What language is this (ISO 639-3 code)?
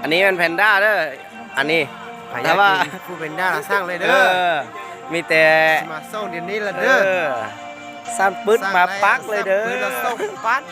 lao